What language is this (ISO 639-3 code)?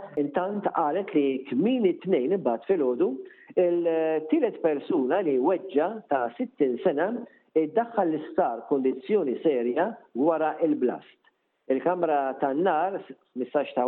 mlt